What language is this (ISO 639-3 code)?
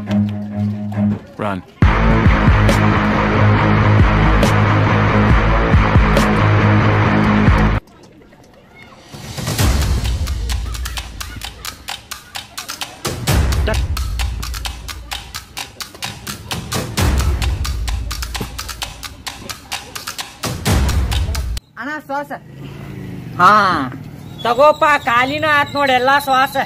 kan